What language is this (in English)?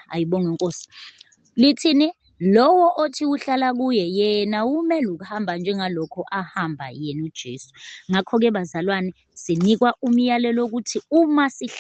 Zulu